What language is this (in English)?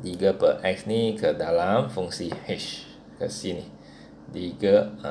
Malay